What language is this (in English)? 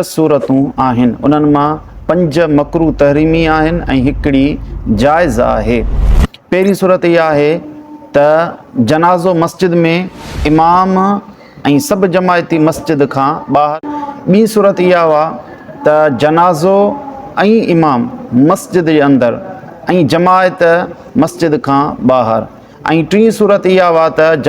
Sindhi